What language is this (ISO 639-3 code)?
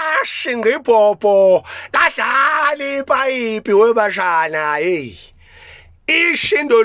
zul